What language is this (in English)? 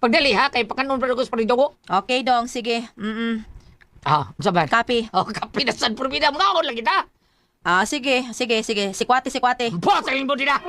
Cebuano